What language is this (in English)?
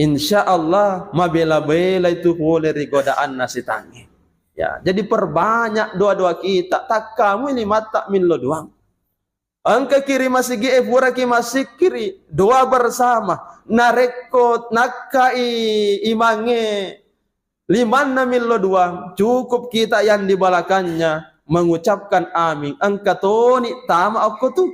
Buginese